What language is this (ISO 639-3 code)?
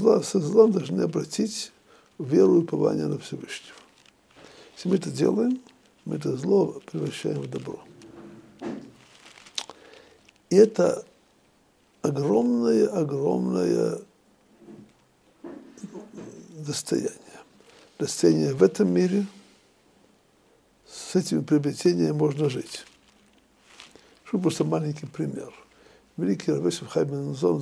rus